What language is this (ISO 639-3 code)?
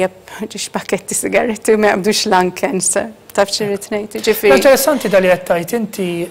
mlt